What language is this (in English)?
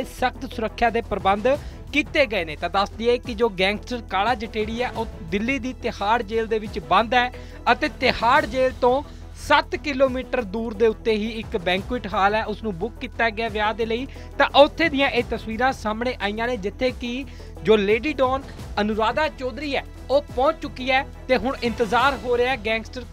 Punjabi